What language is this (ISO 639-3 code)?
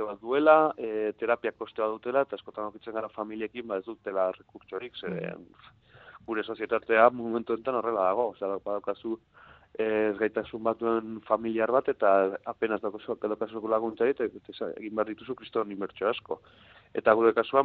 eus